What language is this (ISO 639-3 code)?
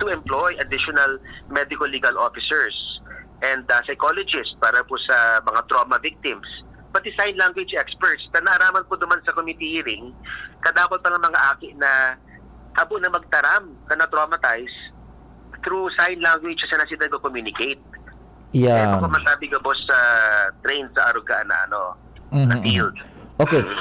bik